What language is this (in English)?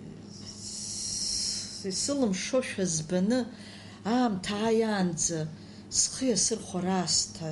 Abkhazian